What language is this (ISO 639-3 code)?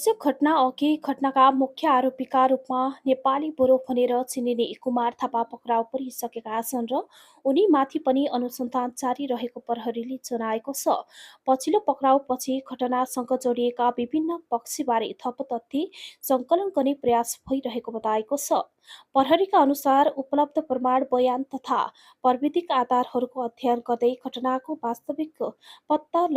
nep